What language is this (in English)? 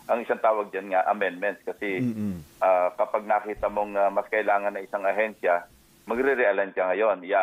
Filipino